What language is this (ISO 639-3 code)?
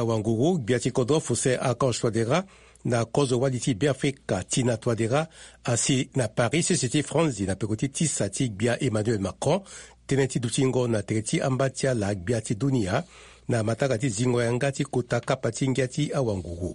sag